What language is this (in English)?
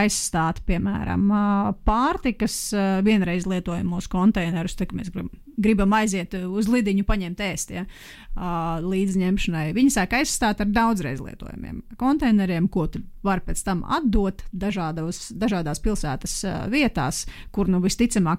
Latvian